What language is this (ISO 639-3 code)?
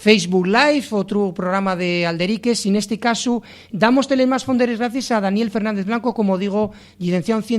ast